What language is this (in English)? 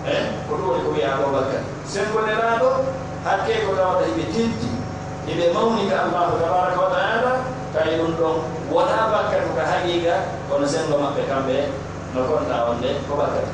Pular